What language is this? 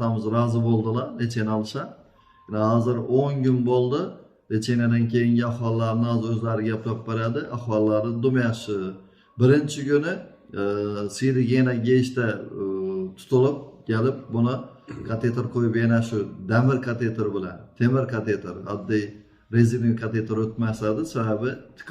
Uzbek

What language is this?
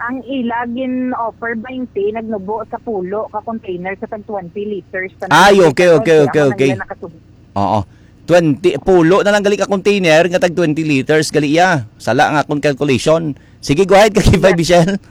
Hiligaynon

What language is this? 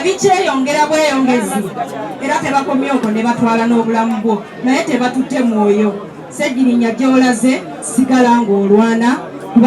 Ganda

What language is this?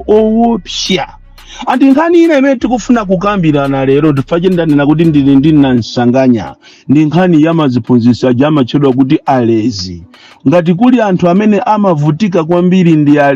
Nyanja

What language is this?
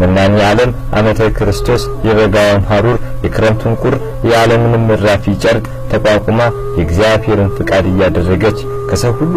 Amharic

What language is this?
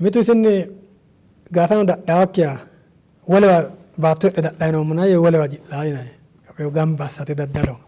Sidamo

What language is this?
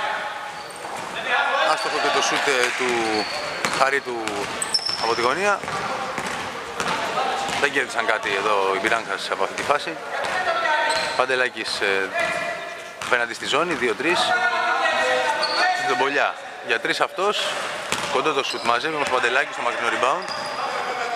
Greek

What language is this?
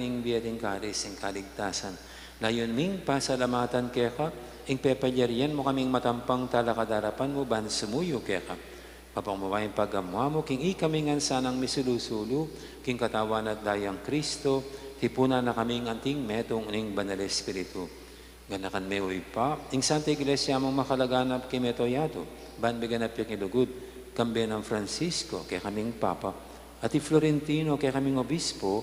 Pampanga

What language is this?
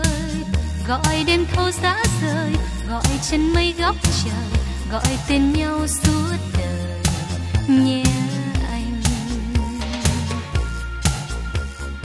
Vietnamese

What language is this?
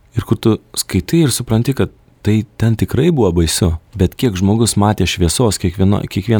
Lithuanian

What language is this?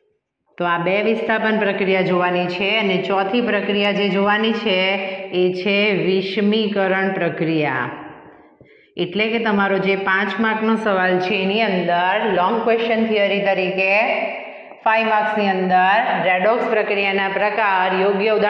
Gujarati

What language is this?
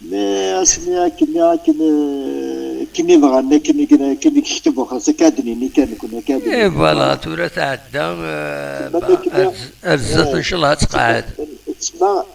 Kabyle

